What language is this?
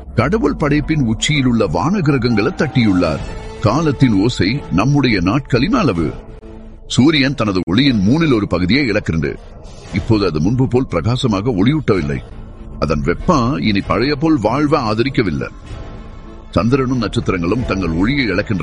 Tamil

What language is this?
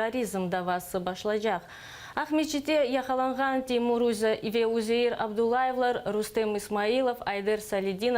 Crimean Tatar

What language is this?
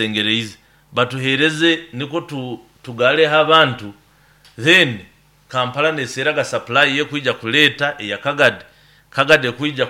Nyoro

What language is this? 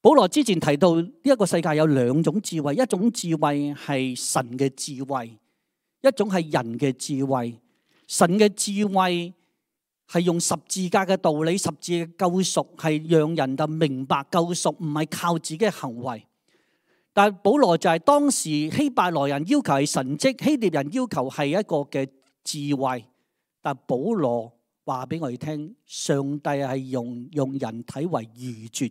Cantonese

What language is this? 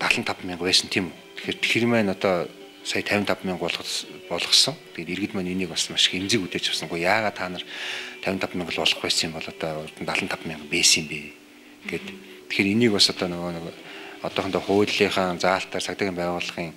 Mongolian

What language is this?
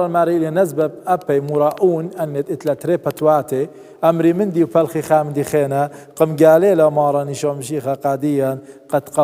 Assyrian Neo-Aramaic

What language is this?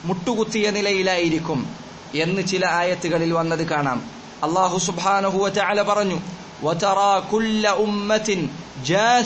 Malayalam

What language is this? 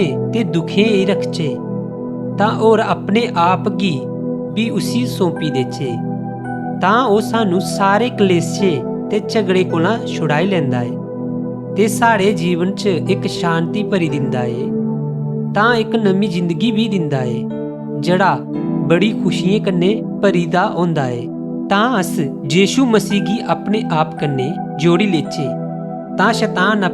Dogri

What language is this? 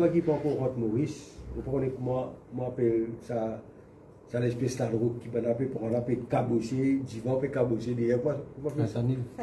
Morisyen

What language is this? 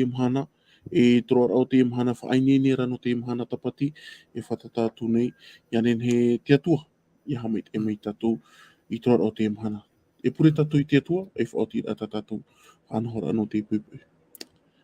Tahitian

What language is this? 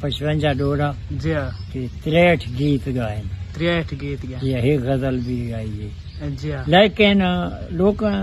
Saraiki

